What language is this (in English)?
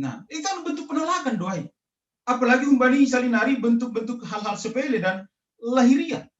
Batak Simalungun